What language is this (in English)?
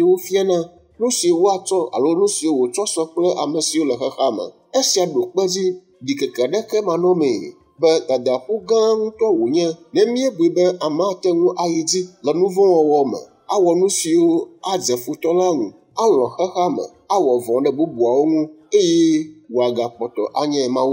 Ewe